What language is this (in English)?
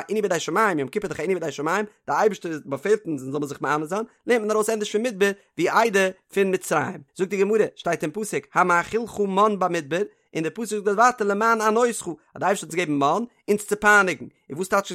Yiddish